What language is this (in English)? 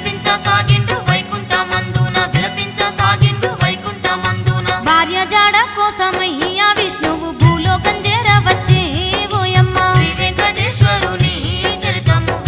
Telugu